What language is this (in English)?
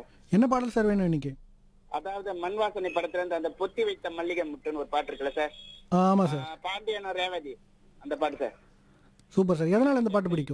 Tamil